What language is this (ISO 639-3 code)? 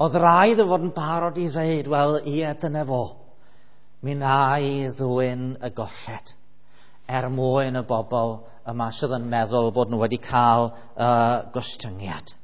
cym